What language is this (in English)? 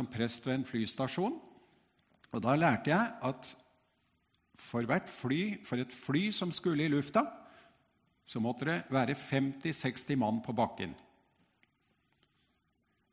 Norwegian